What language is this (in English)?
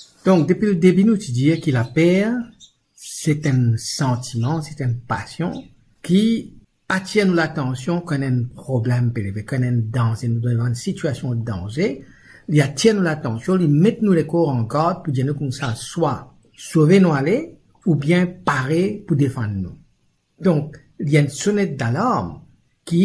Morisyen